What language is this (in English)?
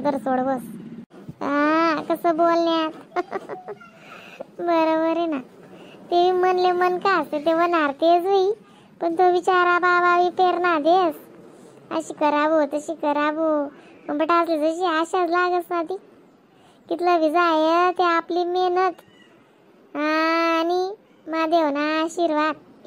Khandesi